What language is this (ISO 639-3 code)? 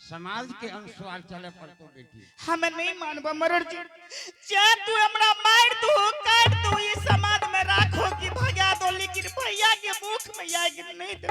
anp